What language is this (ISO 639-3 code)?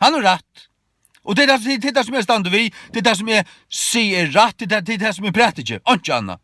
fao